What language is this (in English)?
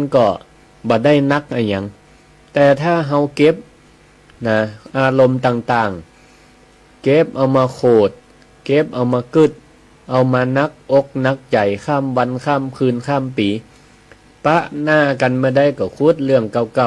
Northern Thai